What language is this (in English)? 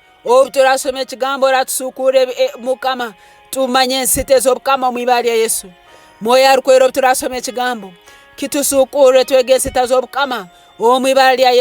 Nyoro